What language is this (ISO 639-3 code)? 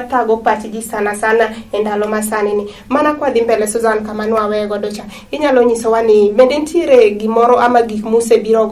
luo